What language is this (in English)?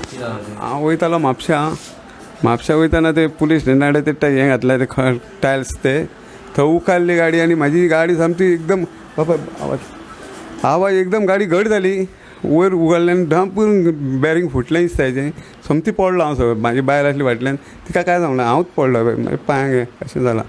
Konkani